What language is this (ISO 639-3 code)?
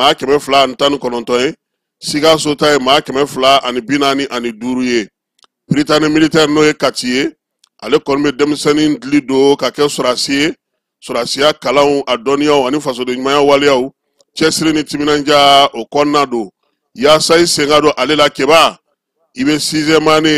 bam